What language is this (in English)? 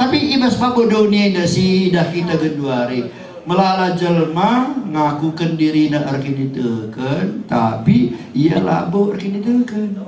Batak Karo